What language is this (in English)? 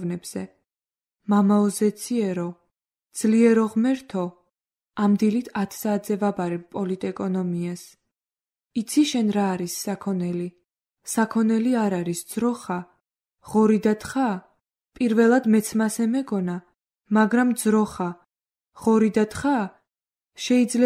Georgian